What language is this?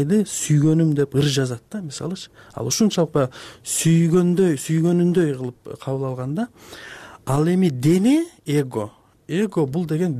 Kyrgyz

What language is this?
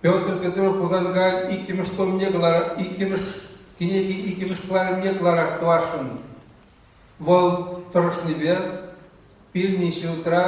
Chuvash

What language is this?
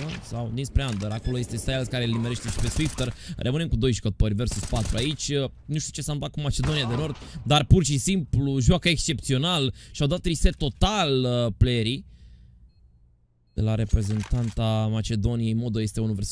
Romanian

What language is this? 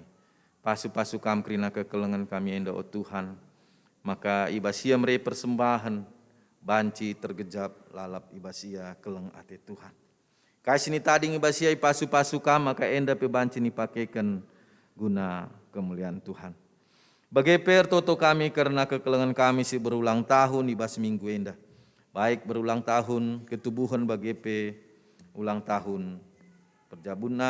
Batak Karo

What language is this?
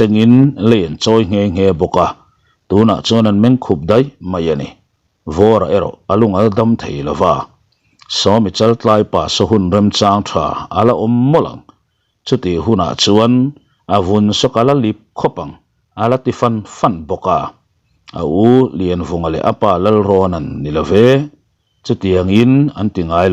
Mizo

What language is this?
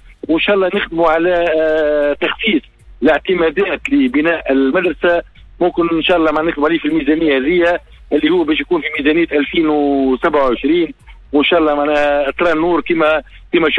Tunisian Arabic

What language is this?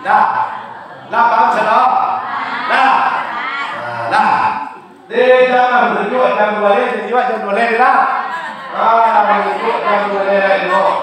Minangkabau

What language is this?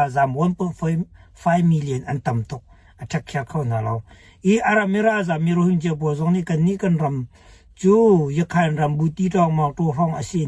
Hakha Chin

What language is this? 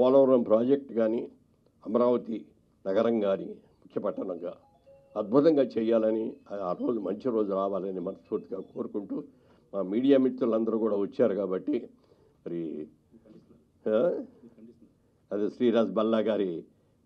Telugu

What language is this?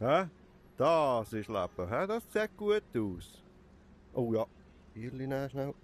Swiss German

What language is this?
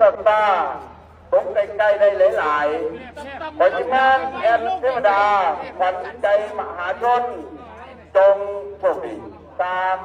Lao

